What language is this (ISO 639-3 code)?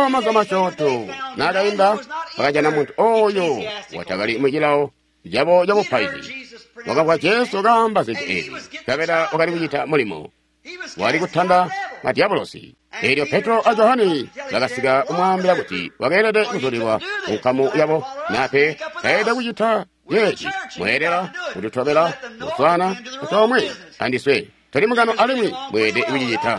toi